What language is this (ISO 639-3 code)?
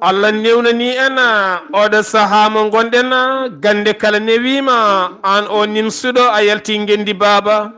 ful